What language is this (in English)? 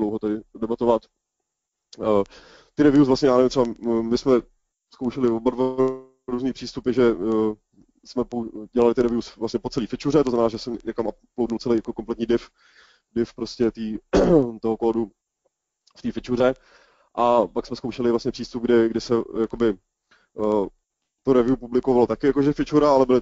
Czech